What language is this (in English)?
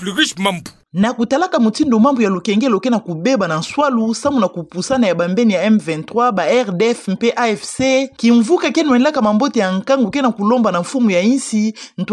Kituba (Democratic Republic of Congo)